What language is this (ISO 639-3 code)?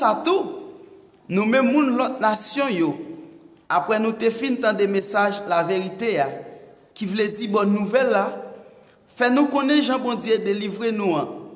hat